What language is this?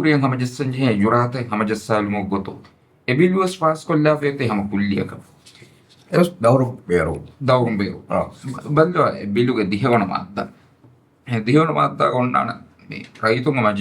Divehi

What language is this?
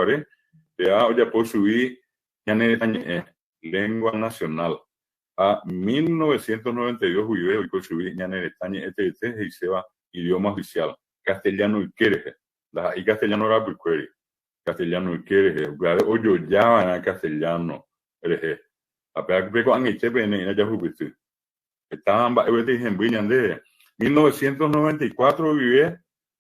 Guarani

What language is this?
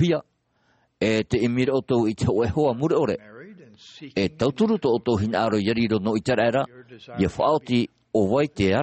Tahitian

